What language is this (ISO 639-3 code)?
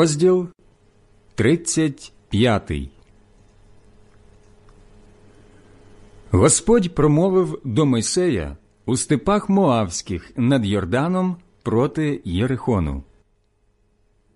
ukr